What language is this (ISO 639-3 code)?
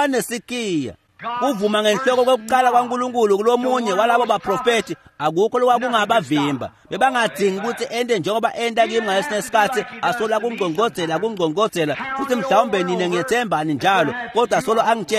ssw